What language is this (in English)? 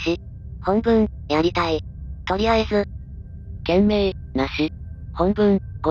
Japanese